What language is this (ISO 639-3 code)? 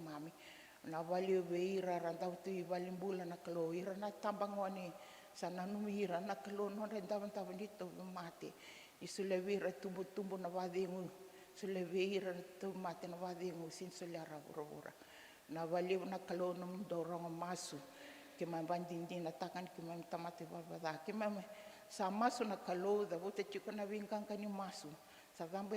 fij